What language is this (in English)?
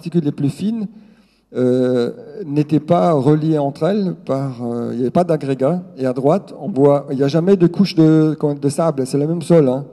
French